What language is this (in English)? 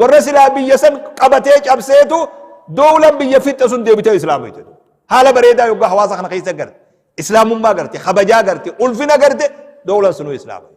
Oromo